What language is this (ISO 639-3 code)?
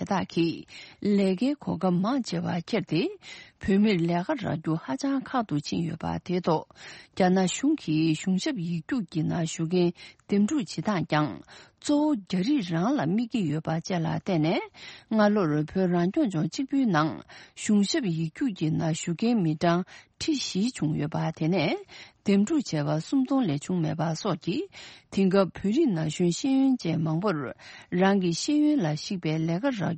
bod